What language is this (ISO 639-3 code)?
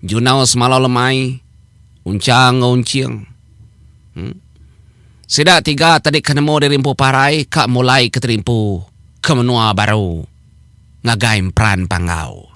iba